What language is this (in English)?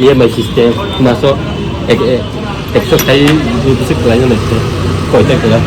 Kok Borok